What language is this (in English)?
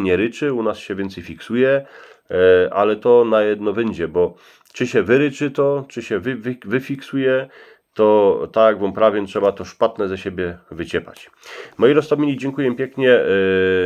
Silesian